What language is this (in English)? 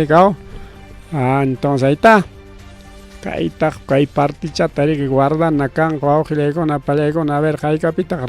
Ayacucho Quechua